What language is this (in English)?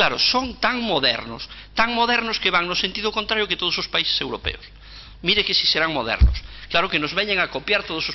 Galician